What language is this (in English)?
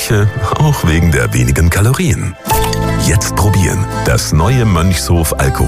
German